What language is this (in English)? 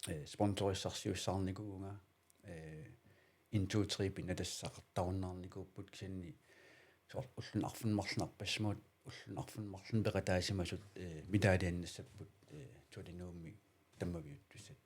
Kalaallisut